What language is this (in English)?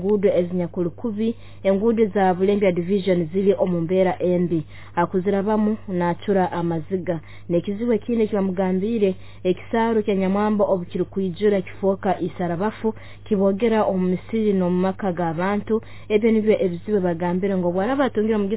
Nyoro